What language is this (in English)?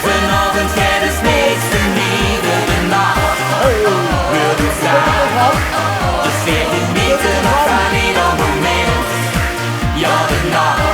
Limburgish